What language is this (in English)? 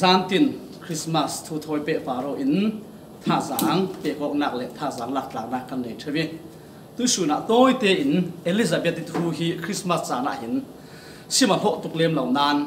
Falam Chin